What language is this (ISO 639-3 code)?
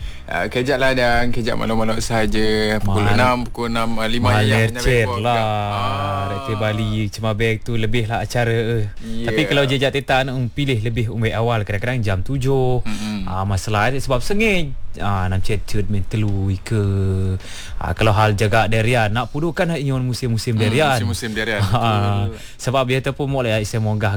msa